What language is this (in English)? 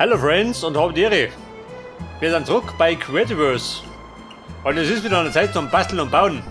Bavarian